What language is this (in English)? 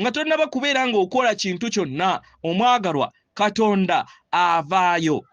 Ganda